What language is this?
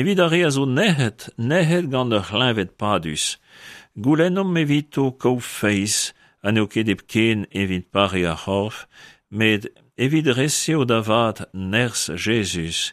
Breton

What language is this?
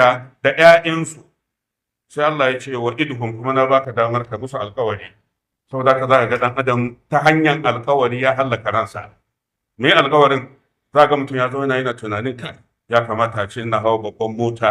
Hausa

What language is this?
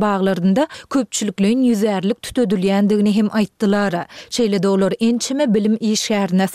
Turkmen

